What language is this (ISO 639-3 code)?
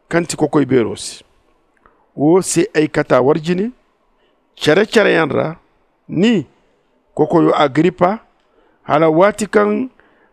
dje